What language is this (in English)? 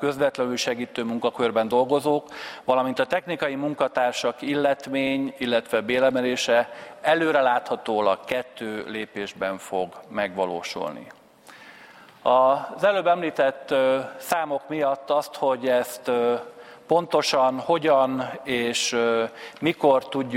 Hungarian